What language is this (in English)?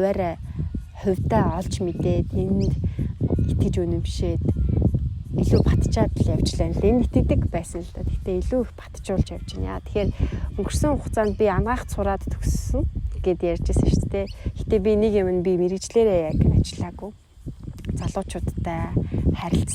Mongolian